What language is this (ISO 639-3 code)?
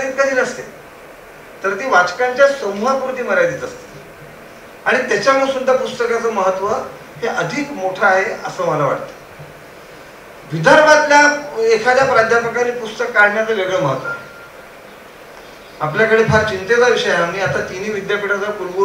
mar